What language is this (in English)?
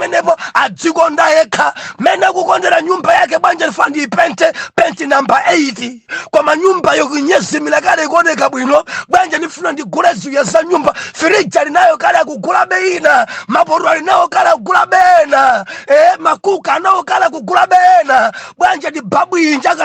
Nyanja